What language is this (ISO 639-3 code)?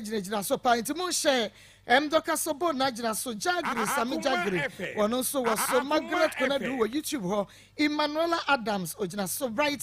aka